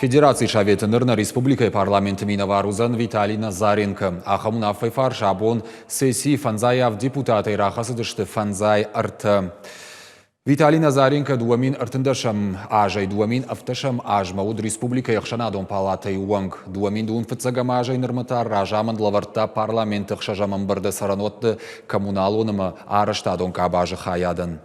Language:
Ossetic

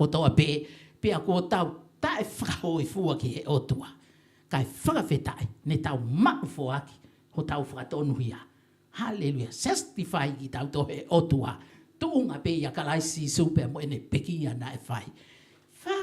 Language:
Tongan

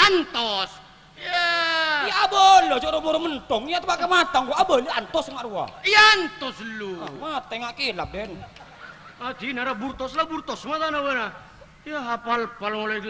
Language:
Madurese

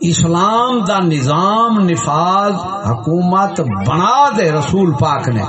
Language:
Saraiki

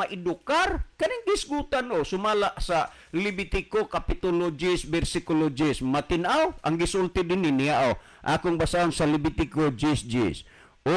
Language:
Cebuano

